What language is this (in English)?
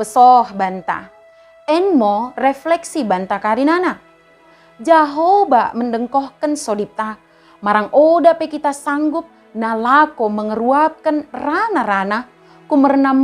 Batak Dairi